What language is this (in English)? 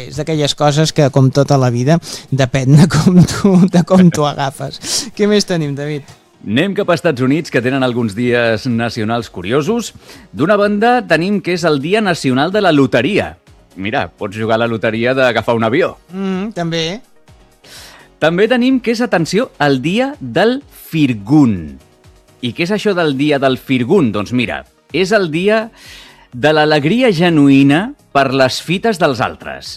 Catalan